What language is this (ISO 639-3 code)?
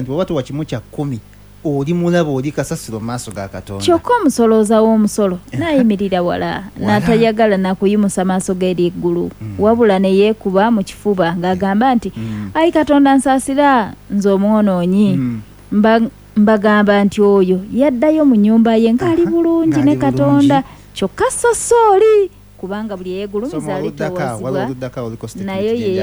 lug